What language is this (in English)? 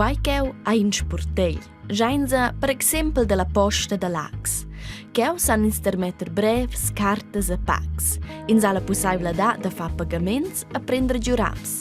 Romansh